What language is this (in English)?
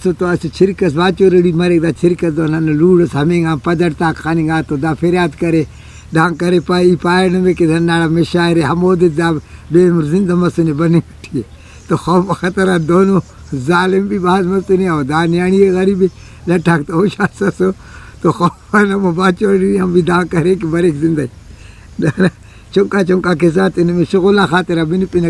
Brahui